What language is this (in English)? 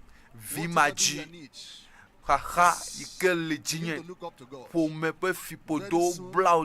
Ewe